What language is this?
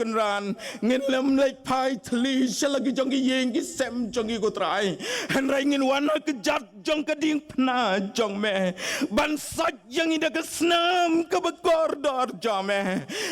Khasi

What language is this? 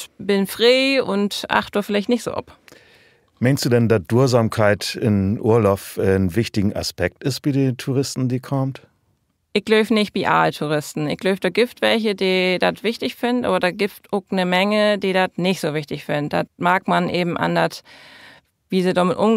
Low German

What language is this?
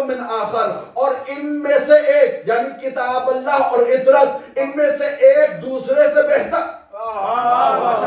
Urdu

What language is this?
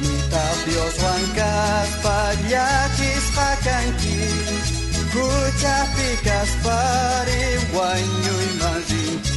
South Bolivian Quechua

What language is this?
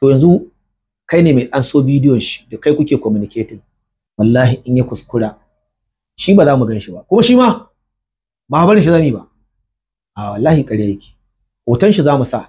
Hausa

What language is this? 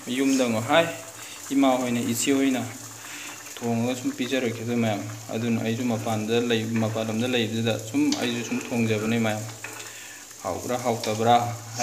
Manipuri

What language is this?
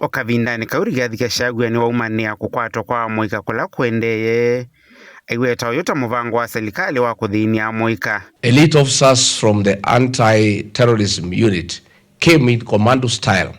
Kamba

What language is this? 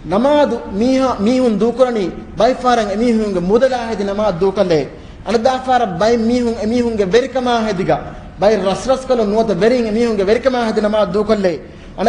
Divehi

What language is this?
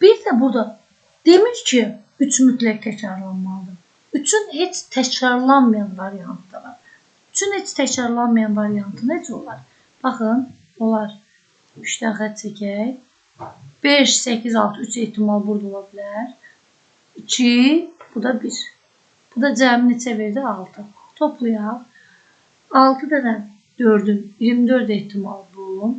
Azerbaijani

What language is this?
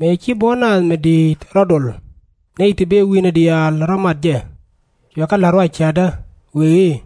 Nuer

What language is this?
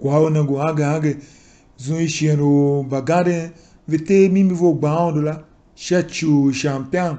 Tiv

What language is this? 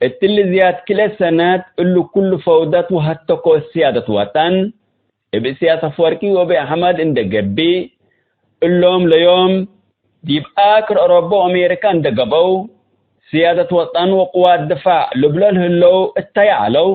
Tigre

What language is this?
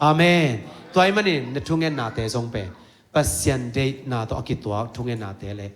Tedim Chin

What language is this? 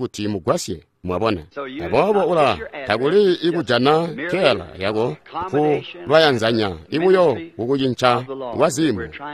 Tonga (Zambia)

